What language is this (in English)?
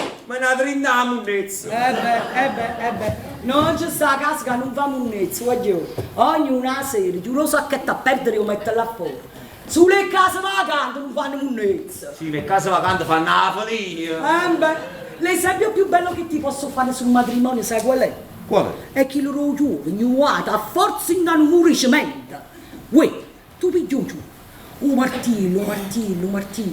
Neapolitan